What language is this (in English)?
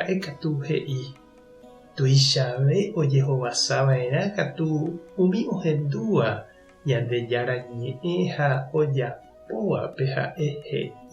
Guarani